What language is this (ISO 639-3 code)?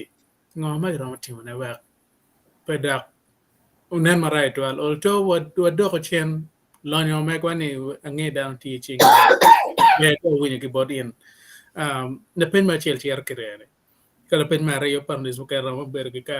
ach